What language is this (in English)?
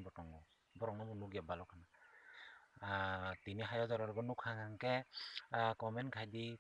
Kok Borok